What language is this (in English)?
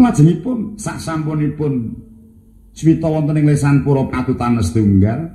Javanese